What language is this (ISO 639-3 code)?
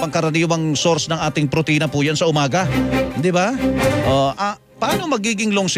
fil